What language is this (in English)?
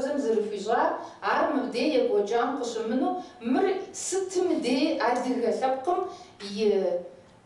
Kabardian